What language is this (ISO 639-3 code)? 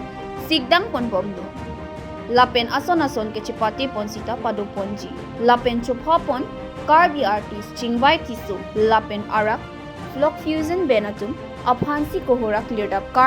mjw